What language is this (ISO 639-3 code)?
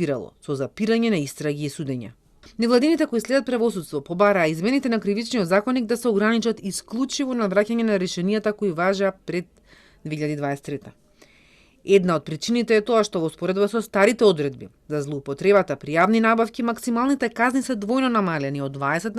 mkd